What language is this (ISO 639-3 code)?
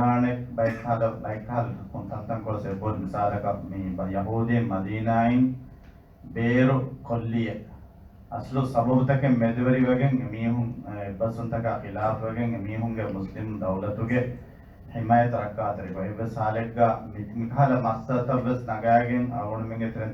div